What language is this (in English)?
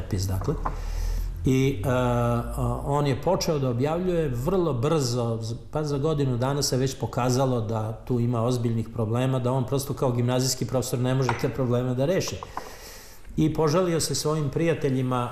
Serbian